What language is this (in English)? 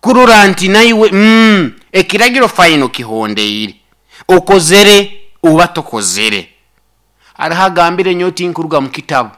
Nyoro